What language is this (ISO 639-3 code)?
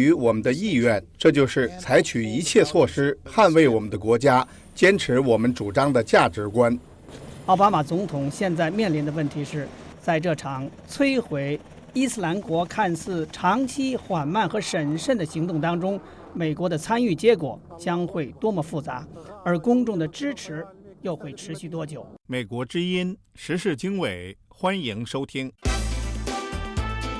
zho